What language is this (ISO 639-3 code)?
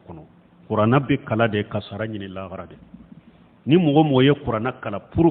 bam